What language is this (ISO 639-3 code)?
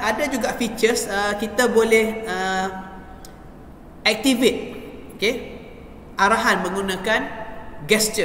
msa